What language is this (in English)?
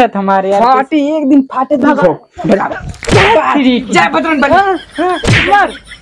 Awadhi